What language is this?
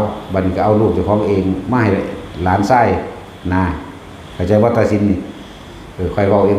Northeastern Thai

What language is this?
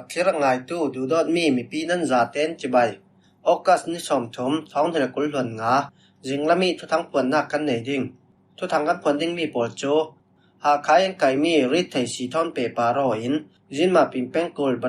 Falam Chin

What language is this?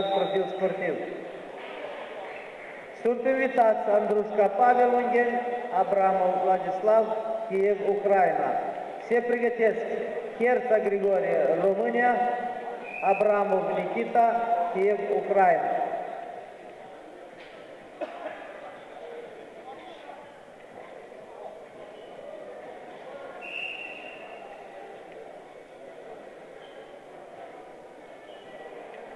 Romanian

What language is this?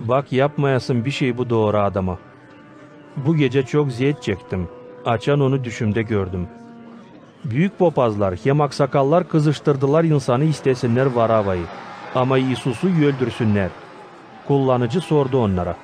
Gagauz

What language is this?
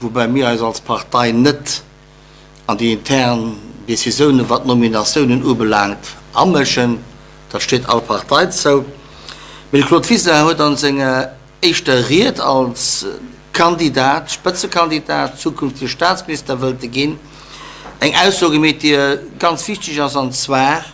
Luxembourgish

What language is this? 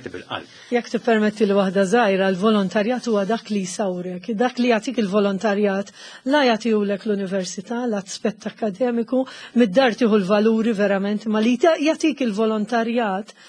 Maltese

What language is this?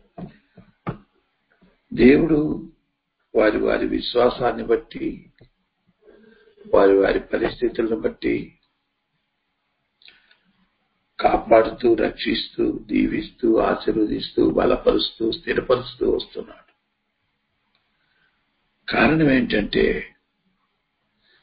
Telugu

